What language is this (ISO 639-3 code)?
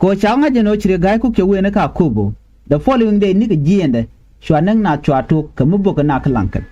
nus